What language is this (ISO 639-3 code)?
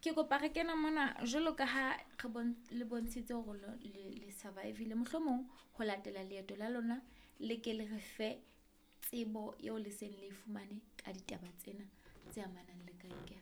sot